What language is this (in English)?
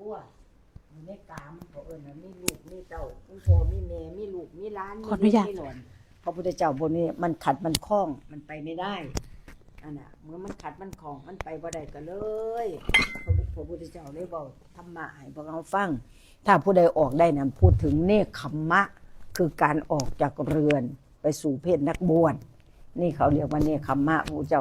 Northeastern Thai